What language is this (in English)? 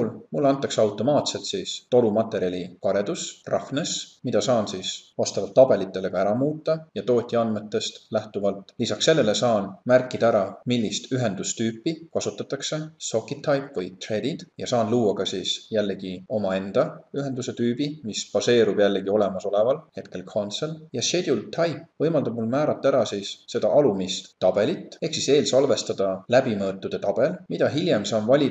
Estonian